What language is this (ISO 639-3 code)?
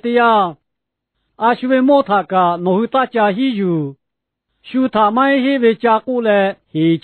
lhu